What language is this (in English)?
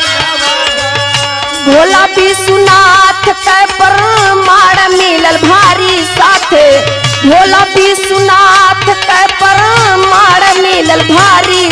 Bhojpuri